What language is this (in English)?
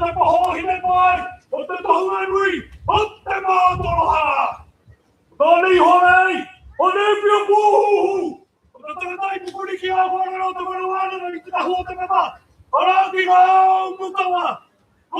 Māori